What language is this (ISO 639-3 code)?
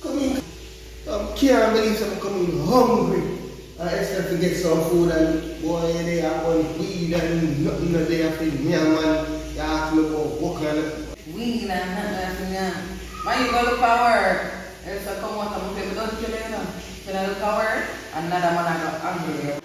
jam